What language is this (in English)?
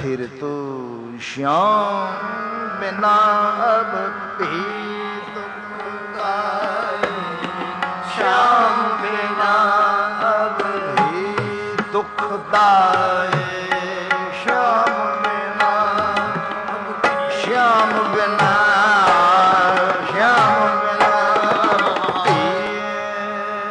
Punjabi